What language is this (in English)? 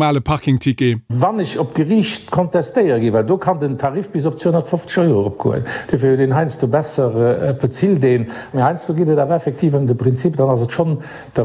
Luxembourgish